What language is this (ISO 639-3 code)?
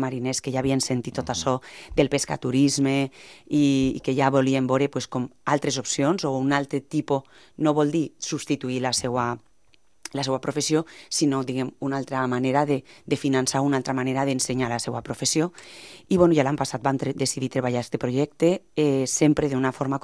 cat